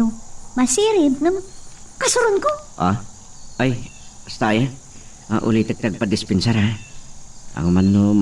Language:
Iloko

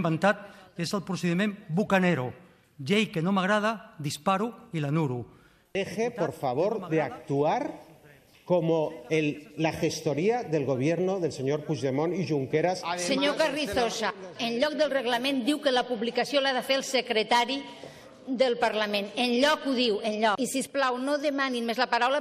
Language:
Catalan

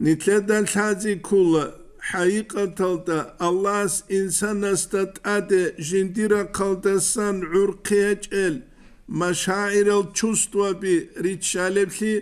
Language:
Avaric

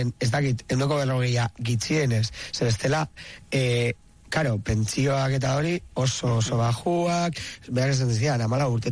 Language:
Basque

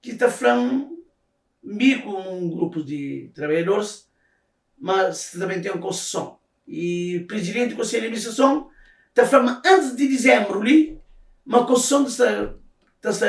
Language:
Kabuverdianu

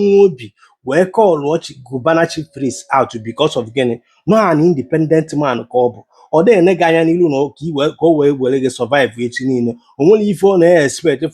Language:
Igbo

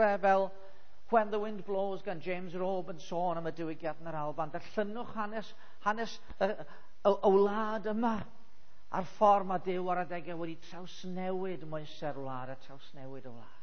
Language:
Welsh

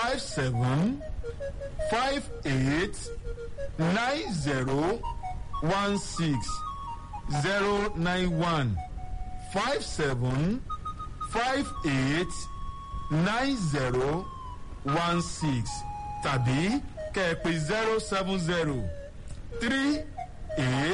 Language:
Yoruba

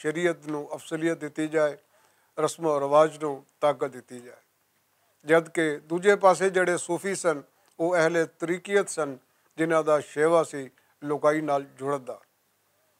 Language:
Western Panjabi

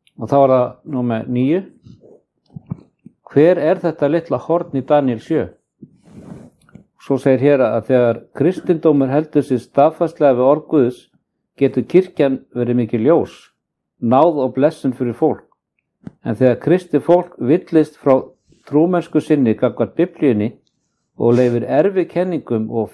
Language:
Icelandic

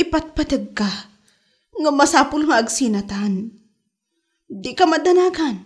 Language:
Iloko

